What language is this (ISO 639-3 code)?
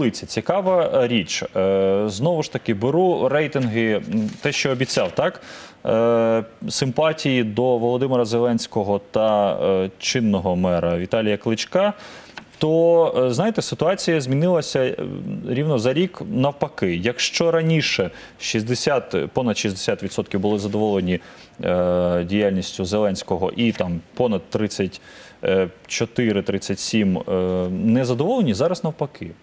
ukr